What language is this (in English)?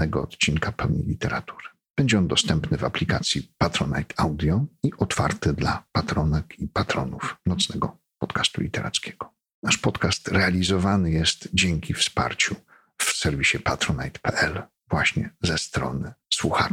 Polish